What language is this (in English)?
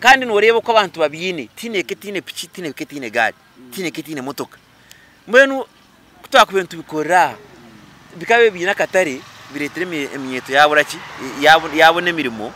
Nyankole